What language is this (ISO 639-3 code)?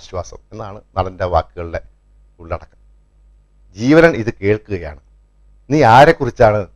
mal